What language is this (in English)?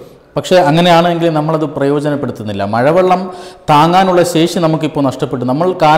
Malayalam